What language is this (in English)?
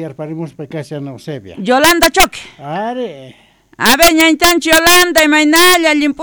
Quechua